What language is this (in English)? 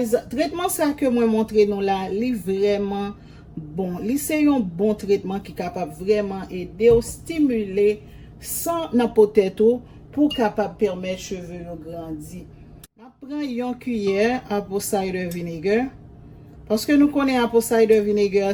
Haitian Creole